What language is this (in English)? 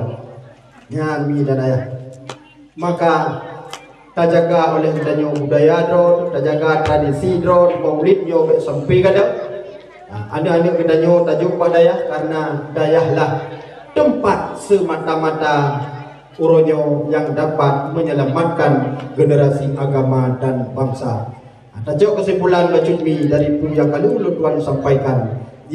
Achinese